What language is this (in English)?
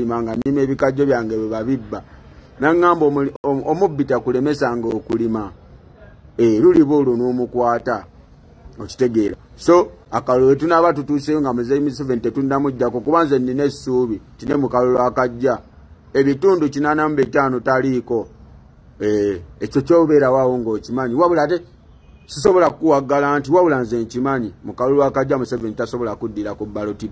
Ganda